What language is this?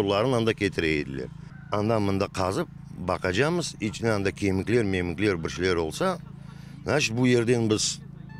Crimean Tatar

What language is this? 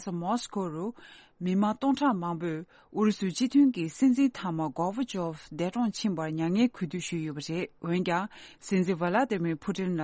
Tibetan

